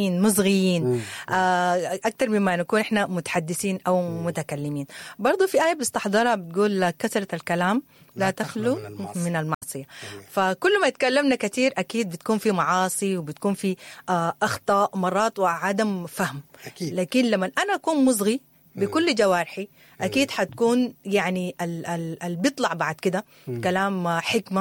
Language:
Sudanese Arabic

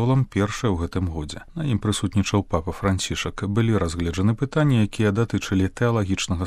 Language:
Belarusian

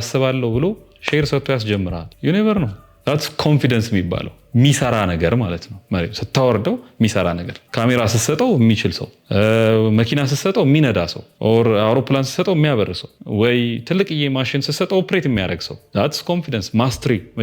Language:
Amharic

